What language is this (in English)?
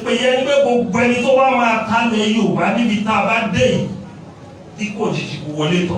Yoruba